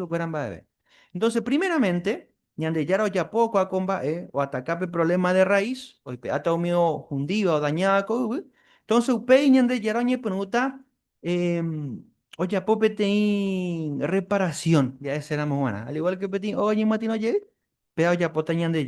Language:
Guarani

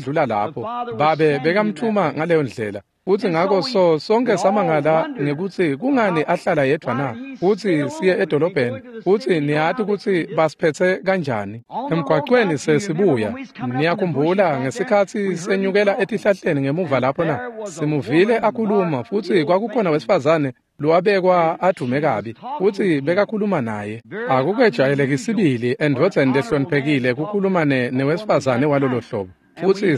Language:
Swati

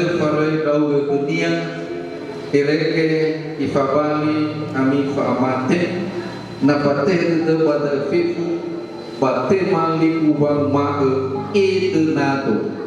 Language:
Nias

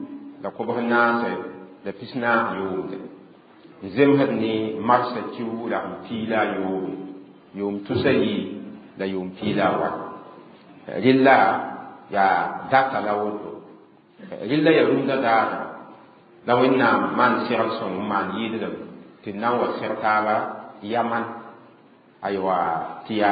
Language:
Mossi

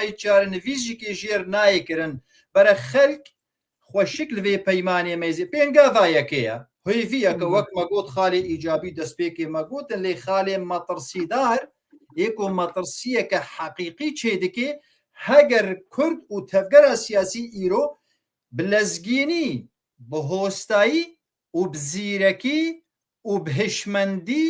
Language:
Kurdish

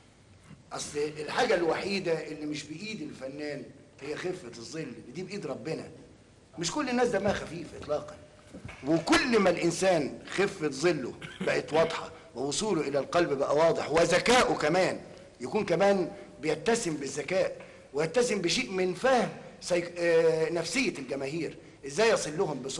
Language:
Egyptian Arabic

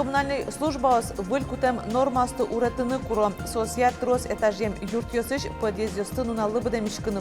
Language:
Udmurt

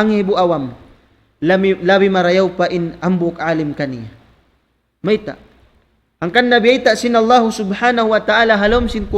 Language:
Tausug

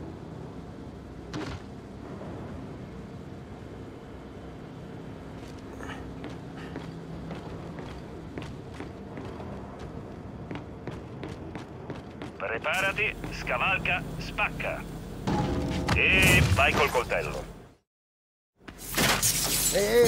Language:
Italian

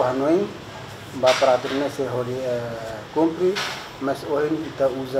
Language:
Tetum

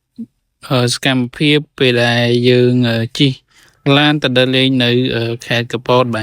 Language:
Khmer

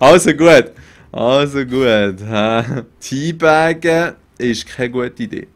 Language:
Swiss German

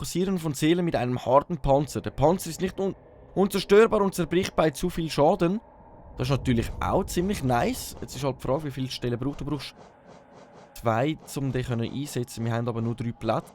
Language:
Swiss German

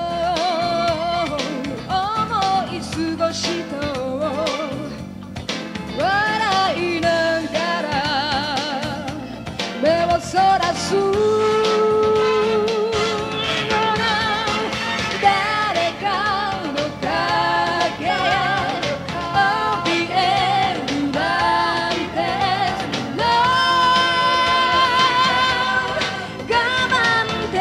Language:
Japanese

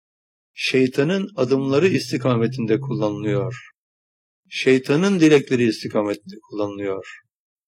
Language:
Turkish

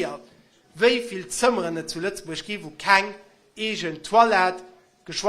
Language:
Luxembourgish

